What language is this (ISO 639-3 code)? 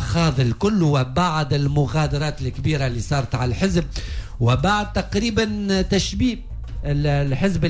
aeb